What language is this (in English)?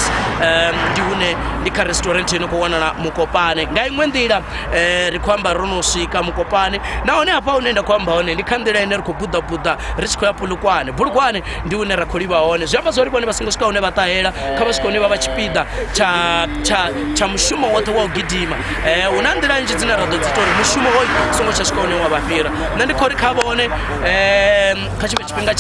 Venda